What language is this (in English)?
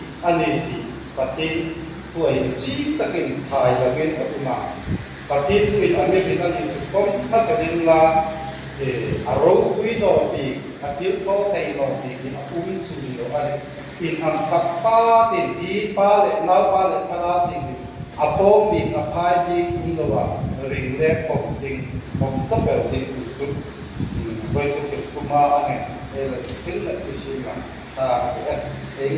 Hmar